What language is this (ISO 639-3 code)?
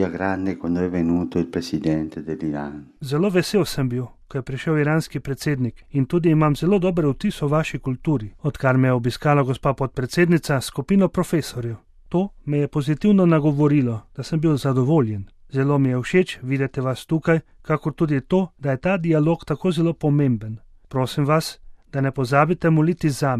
slv